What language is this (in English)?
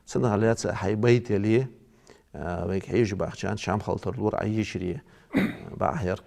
Ingush